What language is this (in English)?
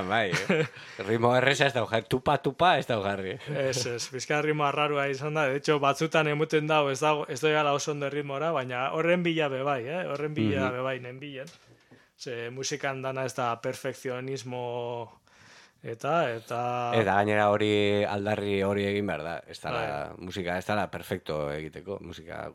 Basque